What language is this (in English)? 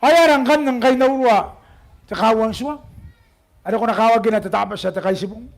Gilbertese